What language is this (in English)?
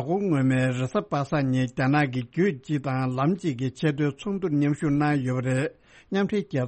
Tibetan